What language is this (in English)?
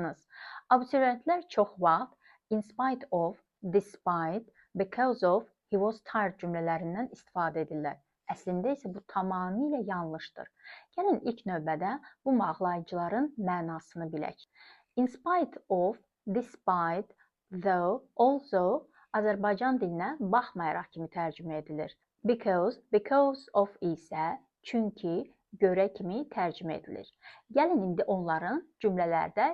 Azerbaijani